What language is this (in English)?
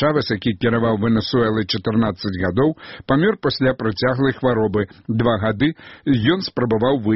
Belarusian